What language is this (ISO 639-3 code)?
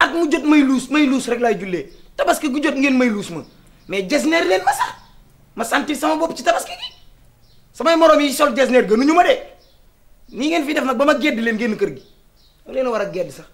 wol